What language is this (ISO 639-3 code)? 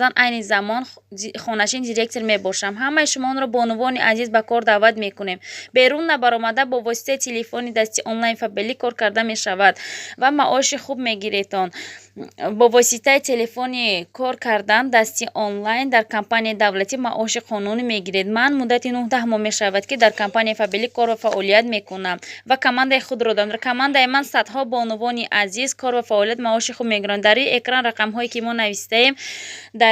tgk